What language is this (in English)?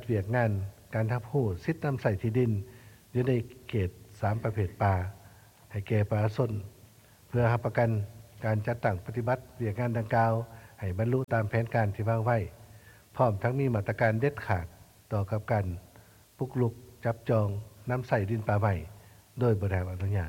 Lao